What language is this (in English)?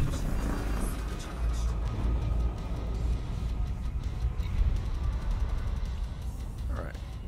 English